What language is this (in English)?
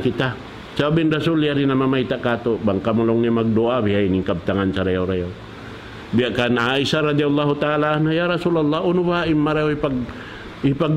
Tausug